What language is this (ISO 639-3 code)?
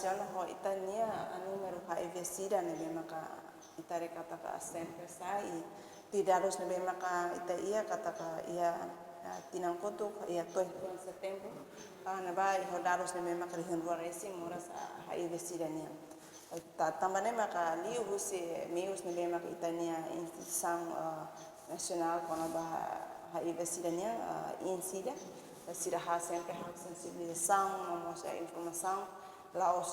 tet